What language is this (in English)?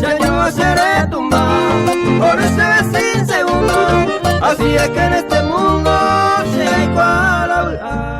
Guarani